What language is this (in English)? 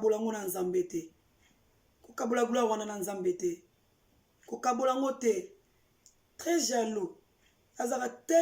Lingala